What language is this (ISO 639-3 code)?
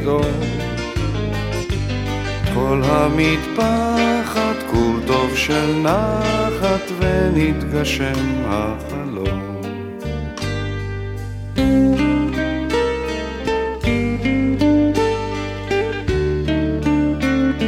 heb